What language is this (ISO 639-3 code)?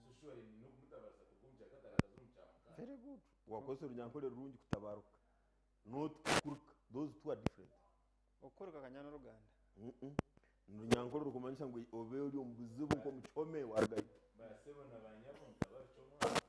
nyn